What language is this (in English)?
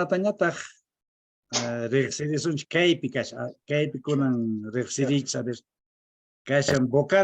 Quechua